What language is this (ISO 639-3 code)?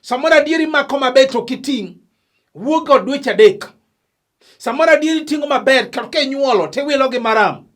luo